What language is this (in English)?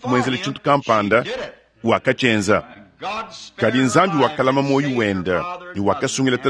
Luba-Lulua